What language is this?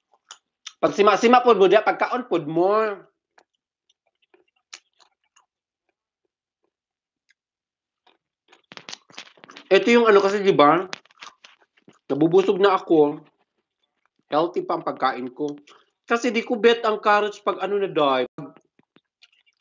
Filipino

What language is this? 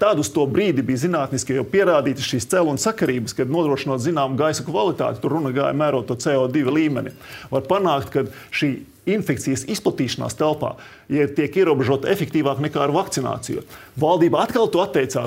Latvian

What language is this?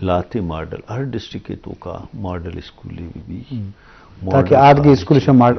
Eastern Balochi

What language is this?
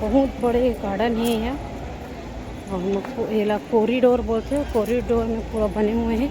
Chhattisgarhi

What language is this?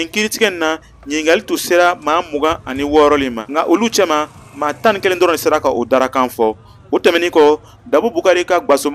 Bambara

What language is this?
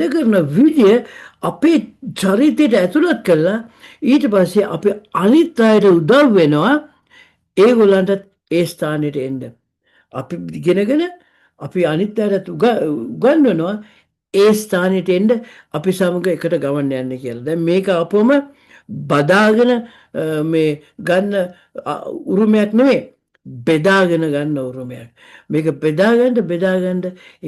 Sinhala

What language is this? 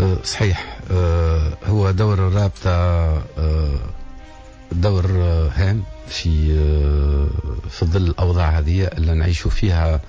Tunisian Arabic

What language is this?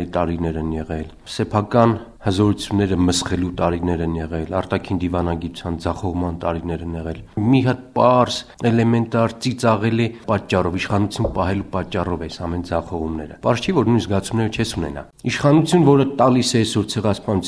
Armenian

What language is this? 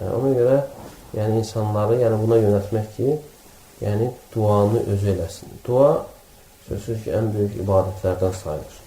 Azerbaijani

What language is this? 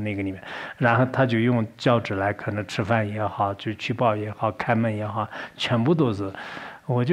Chinese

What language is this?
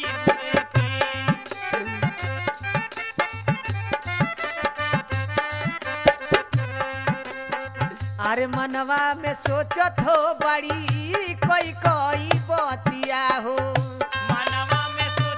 Bhojpuri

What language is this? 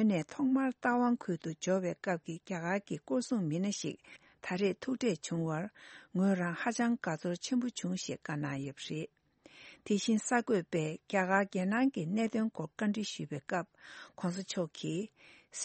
Tibetan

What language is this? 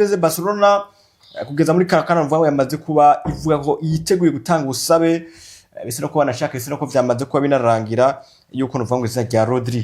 Rundi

